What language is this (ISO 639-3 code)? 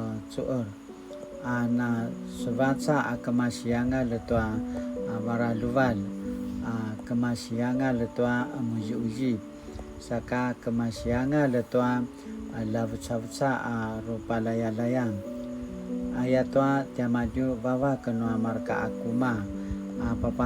pwn